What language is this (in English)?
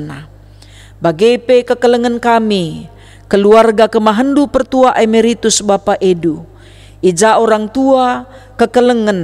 Batak Karo